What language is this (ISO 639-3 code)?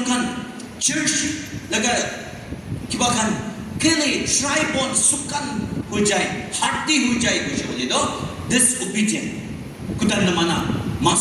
nag